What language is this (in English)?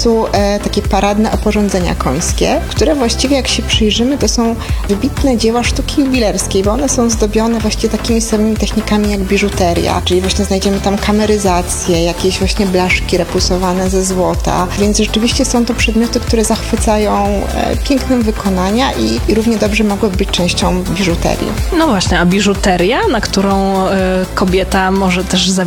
Polish